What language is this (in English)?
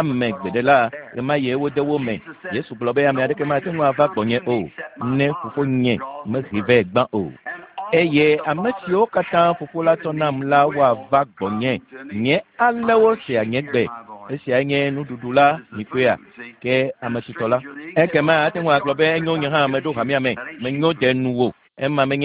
Ewe